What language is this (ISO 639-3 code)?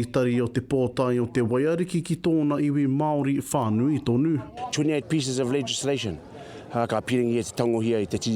mri